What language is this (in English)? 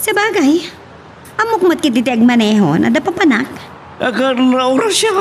Iloko